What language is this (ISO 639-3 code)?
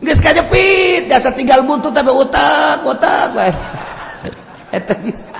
sun